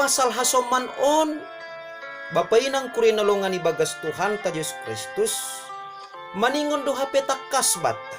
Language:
Batak Simalungun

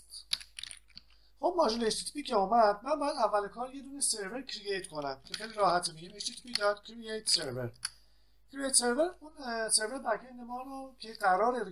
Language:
Persian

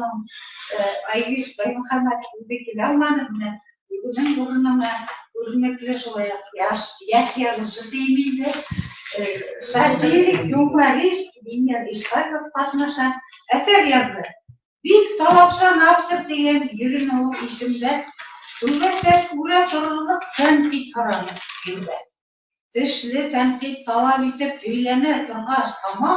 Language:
Bashkir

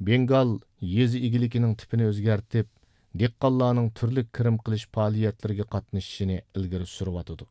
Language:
Uyghur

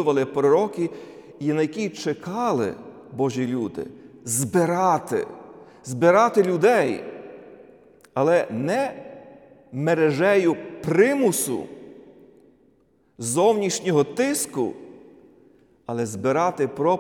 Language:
Ukrainian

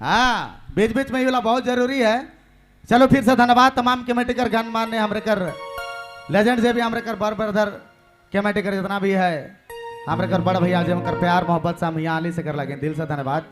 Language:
Sadri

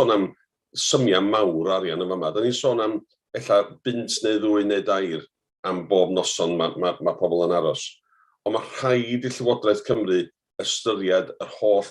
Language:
Welsh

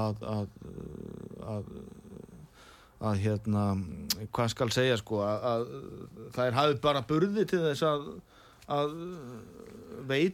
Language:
Icelandic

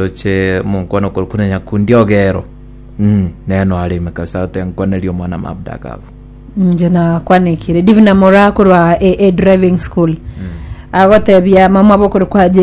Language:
Gusii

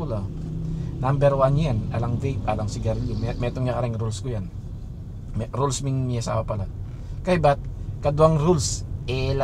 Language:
Pampanga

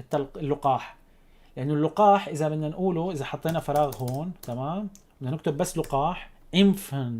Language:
North Levantine Arabic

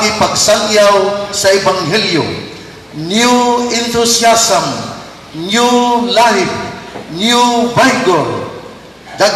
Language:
Cebuano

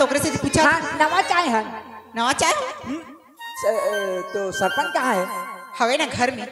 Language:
Chhattisgarhi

